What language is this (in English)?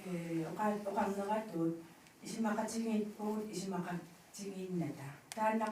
Kalaallisut